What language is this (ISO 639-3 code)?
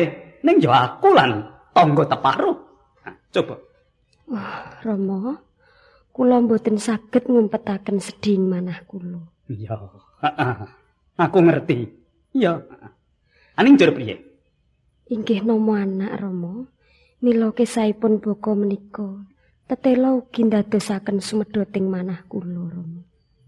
jav